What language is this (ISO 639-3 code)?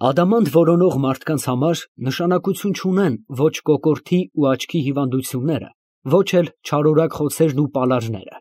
hye